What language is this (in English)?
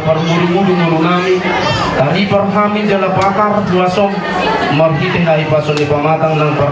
Batak Toba